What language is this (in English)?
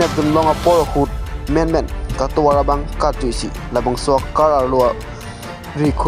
Karbi